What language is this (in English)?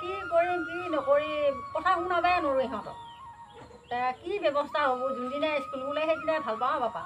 Assamese